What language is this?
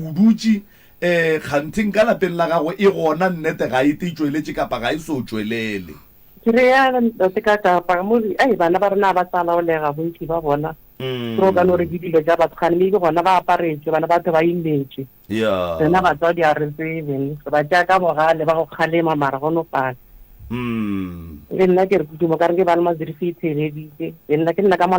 Northern Sotho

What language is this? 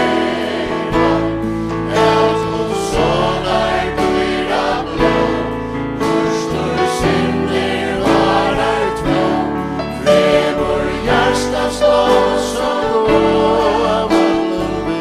Faroese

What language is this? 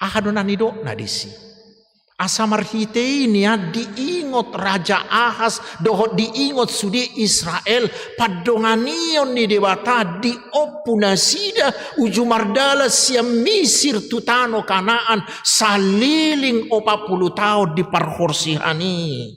Batak Toba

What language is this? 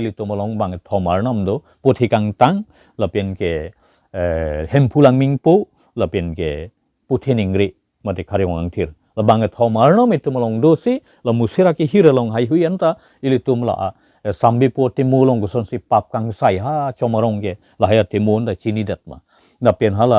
Karbi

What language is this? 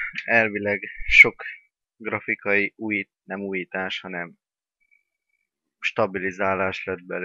Hungarian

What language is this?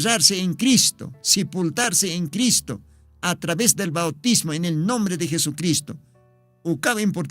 Aymara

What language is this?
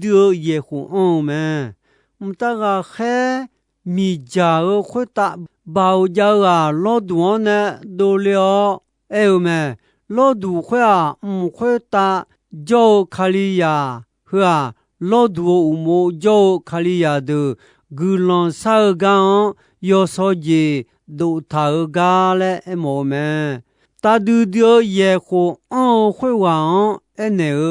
Akha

